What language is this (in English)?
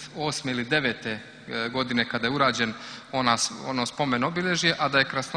Serbian